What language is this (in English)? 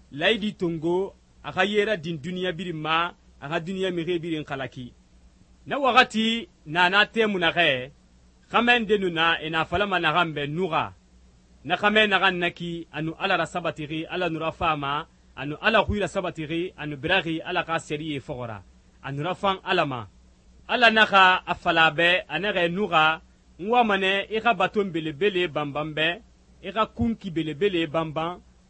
Susu